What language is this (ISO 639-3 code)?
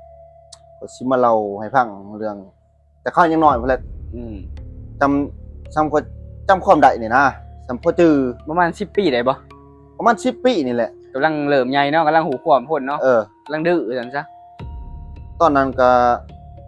lao